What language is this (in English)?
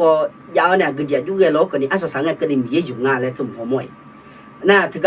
Akha